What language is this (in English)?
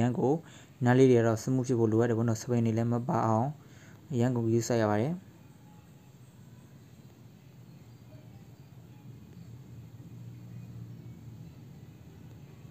Burmese